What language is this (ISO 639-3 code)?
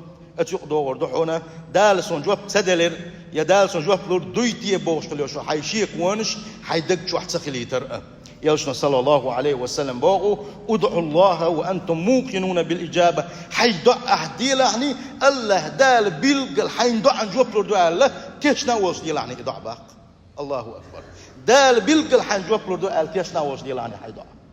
che